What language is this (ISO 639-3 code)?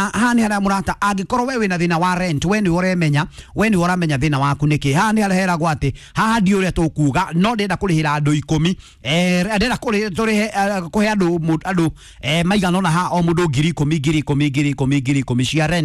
kik